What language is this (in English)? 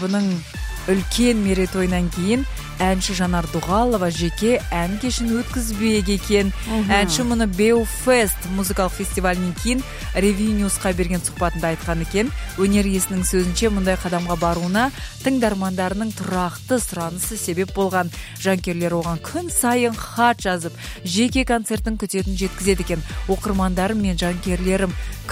Kazakh